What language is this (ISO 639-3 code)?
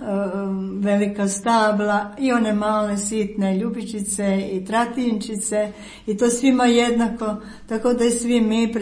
hrv